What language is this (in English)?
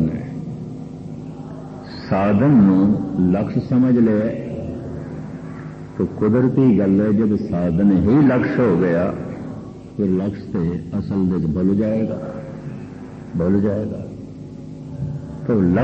Punjabi